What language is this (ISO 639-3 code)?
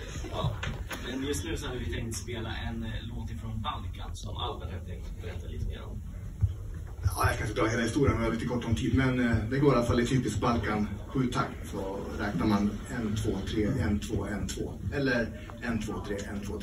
swe